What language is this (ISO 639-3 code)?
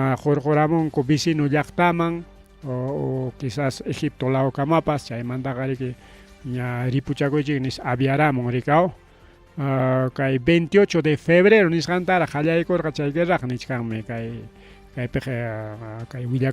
quy